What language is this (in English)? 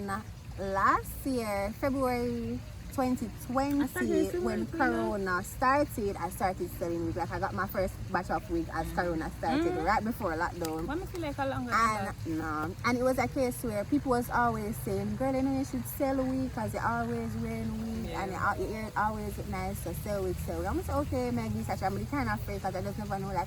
Jamaican Creole English